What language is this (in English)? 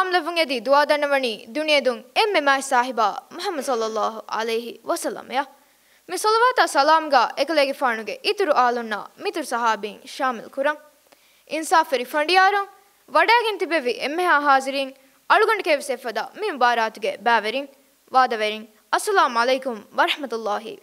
Divehi